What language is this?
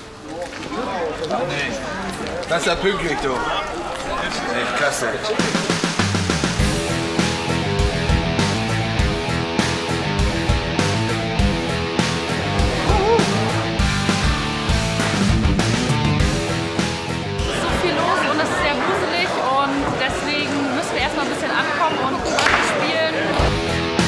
German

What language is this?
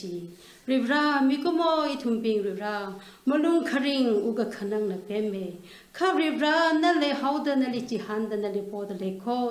Tangkhul Naga (India)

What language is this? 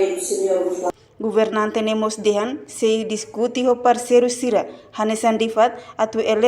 Tetum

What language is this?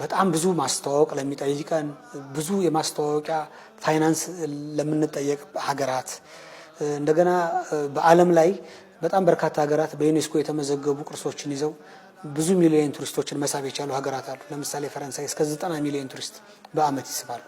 Amharic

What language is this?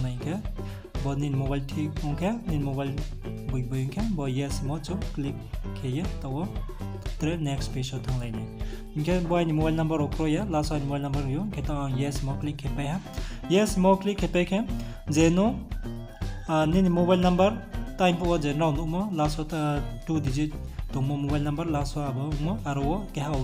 Riang (India)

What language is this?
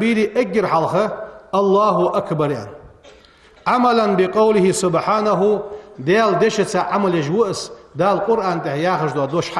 Ingush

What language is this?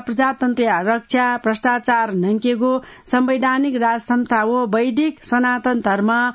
Newari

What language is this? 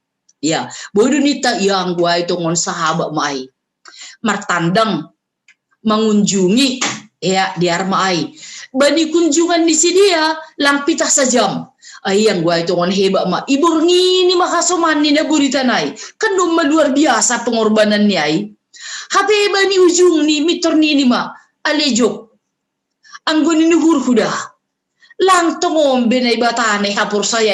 Batak Simalungun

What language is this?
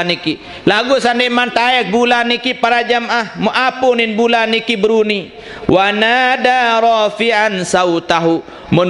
Sasak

